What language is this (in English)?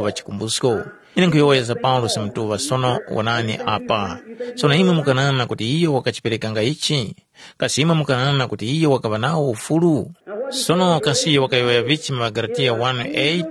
Tumbuka